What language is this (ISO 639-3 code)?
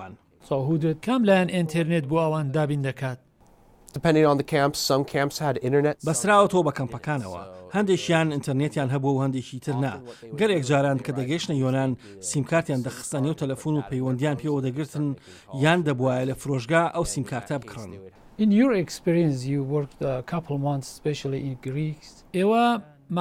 ckb